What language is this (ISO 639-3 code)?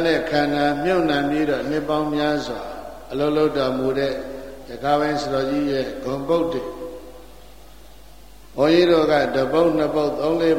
mya